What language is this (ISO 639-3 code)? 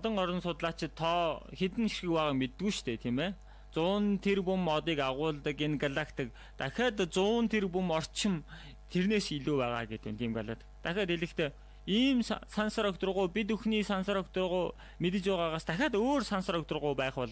mon